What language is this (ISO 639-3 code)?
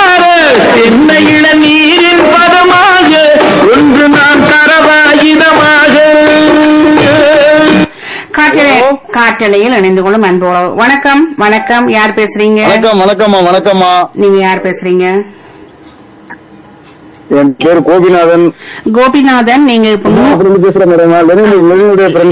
tam